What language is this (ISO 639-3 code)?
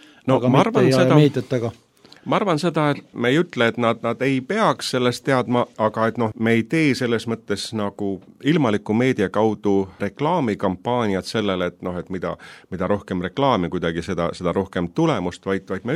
est